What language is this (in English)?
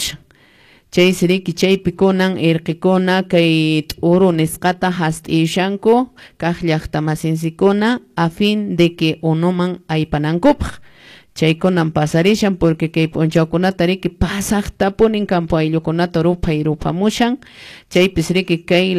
Quechua